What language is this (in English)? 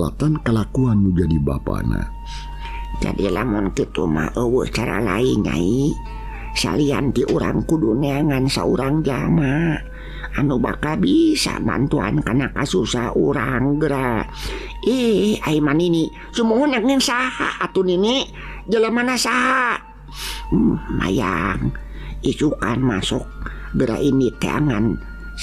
Sundanese